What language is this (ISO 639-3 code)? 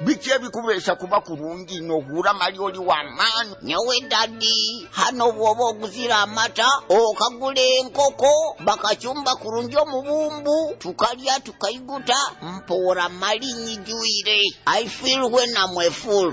nyo